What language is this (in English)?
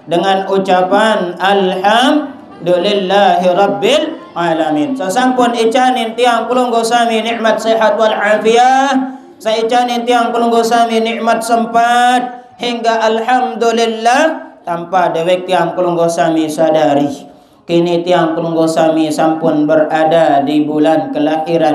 Sasak